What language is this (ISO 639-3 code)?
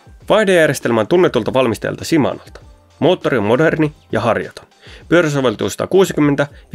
fin